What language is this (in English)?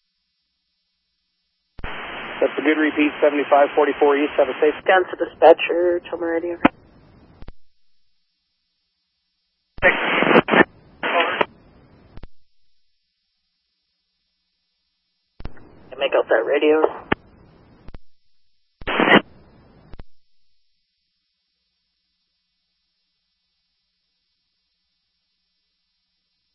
English